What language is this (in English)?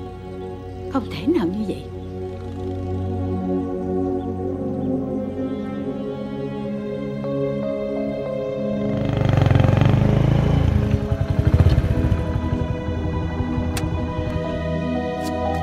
Vietnamese